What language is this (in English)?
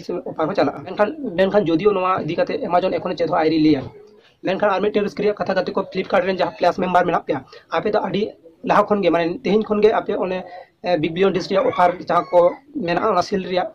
Santali